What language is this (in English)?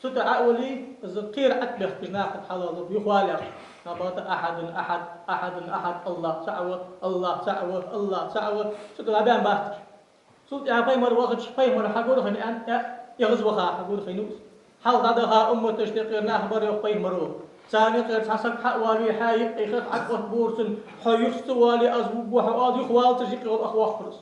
Ingush